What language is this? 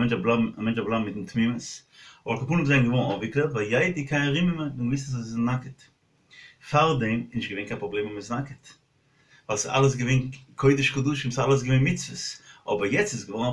Yiddish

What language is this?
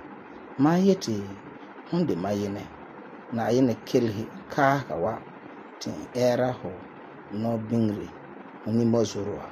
Frafra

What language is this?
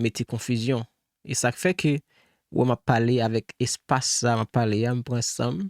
Haitian Creole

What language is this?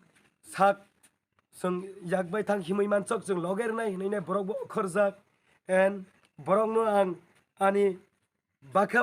Kok Borok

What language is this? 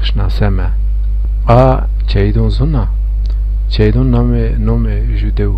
Zaza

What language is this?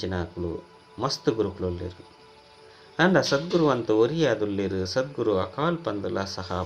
Tulu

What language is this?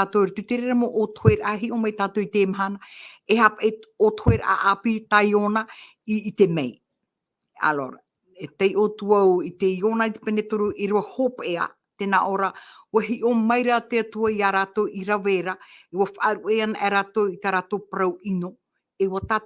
Tahitian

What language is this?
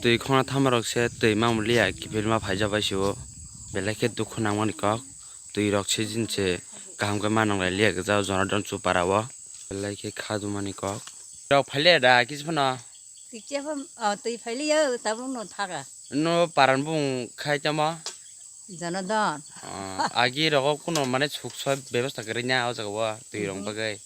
Kok Borok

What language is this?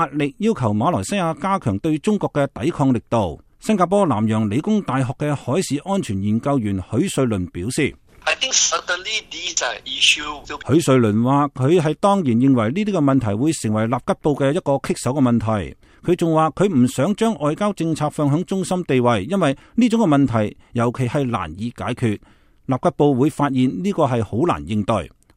Cantonese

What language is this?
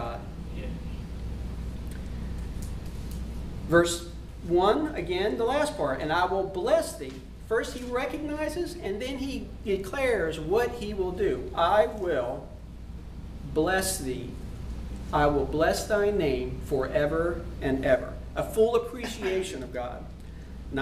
English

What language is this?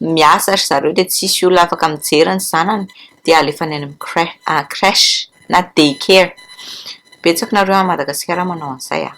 Malagasy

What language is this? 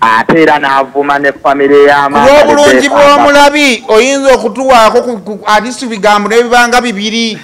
Ganda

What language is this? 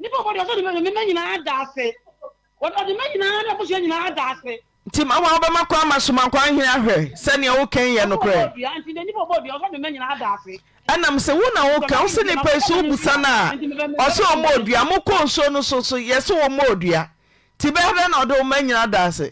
Akan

